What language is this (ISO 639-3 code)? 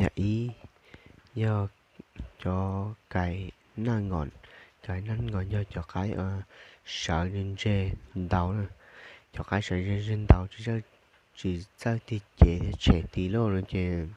hmn